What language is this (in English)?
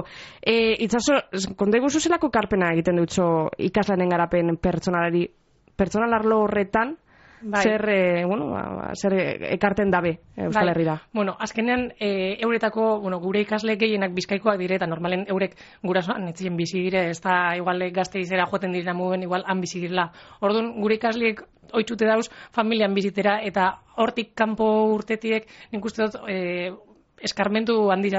Basque